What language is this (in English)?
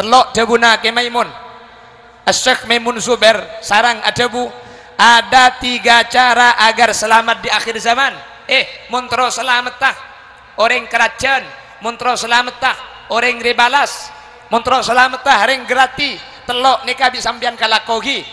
Madurese